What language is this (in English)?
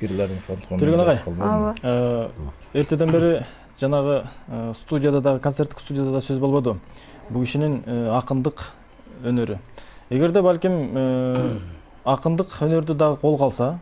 Kyrgyz